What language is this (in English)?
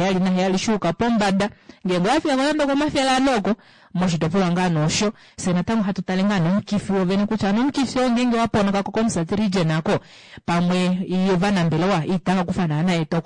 Kuanyama